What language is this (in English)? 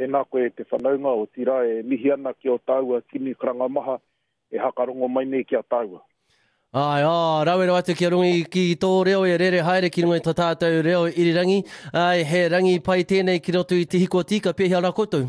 Māori